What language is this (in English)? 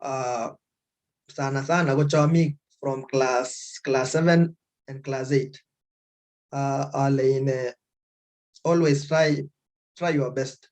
Kalenjin